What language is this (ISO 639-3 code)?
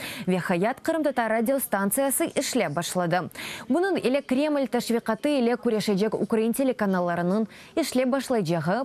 crh